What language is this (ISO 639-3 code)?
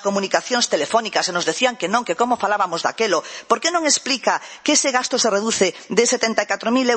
glg